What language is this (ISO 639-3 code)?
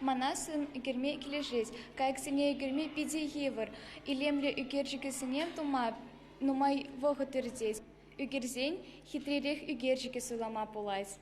chv